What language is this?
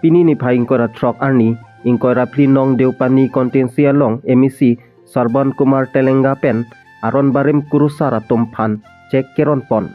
Karbi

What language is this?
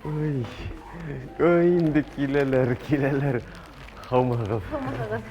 Bashkir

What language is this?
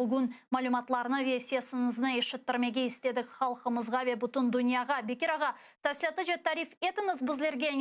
Crimean Tatar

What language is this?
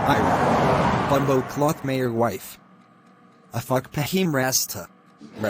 Jamaican Creole English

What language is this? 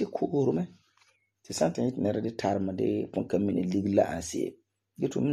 Frafra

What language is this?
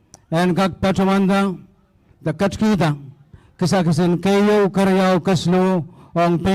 Pohnpeian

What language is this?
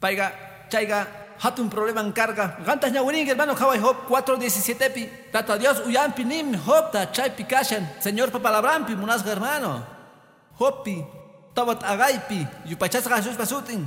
Quechua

